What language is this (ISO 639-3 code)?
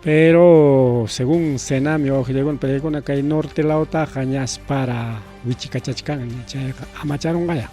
quy